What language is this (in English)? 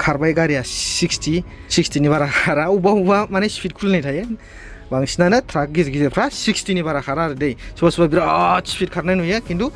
Bodo